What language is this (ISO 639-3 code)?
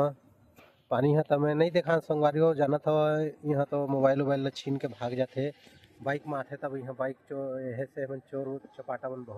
hne